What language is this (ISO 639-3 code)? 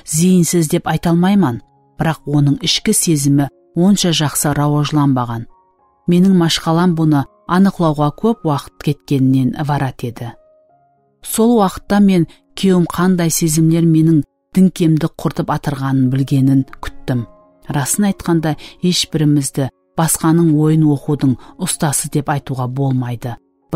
kaa